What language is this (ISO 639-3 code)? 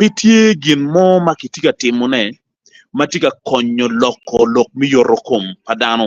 ach